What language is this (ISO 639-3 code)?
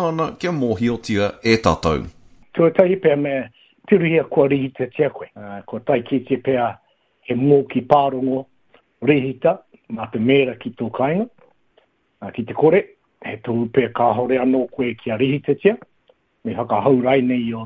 mri